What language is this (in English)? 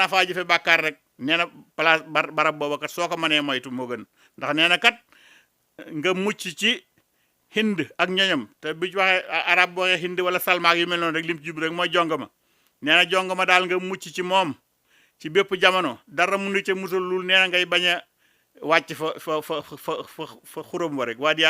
Wolof